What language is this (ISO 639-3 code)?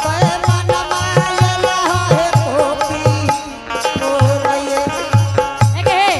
anp